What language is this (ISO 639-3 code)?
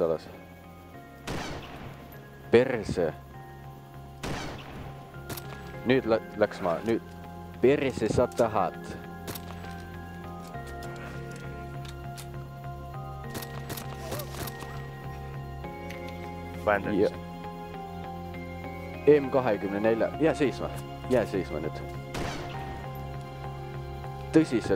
est